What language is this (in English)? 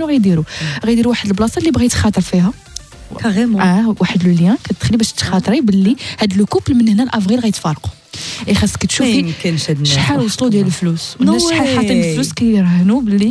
Moroccan Arabic